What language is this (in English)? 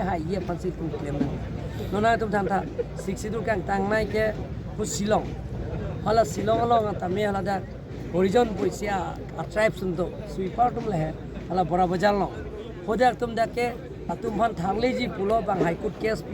Karbi